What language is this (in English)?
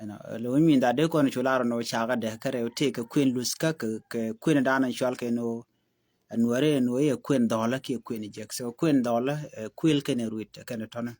Nuer